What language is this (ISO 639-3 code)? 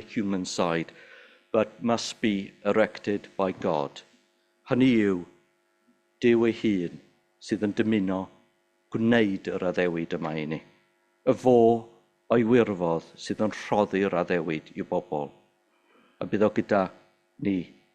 cym